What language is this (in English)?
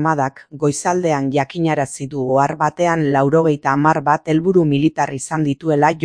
Basque